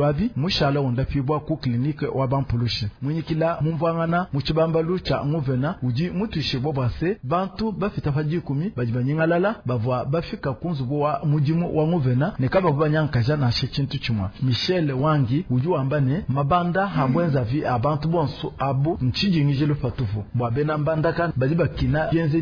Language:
Luba-Lulua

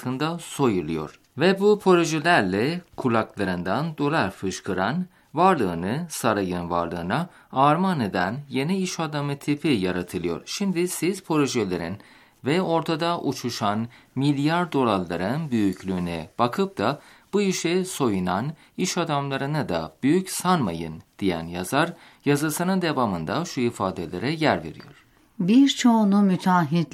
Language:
Turkish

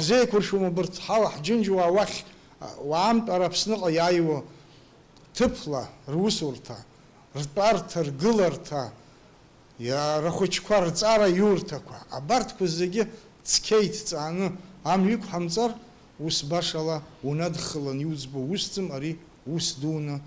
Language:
Abkhazian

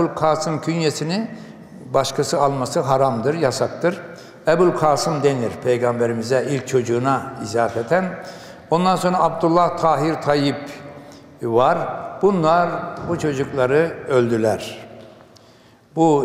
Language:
Turkish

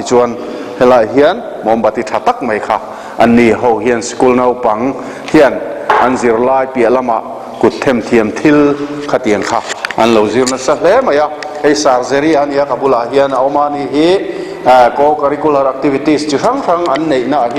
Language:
Mizo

